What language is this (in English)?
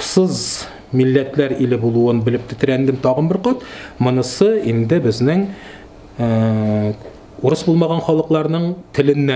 Tatar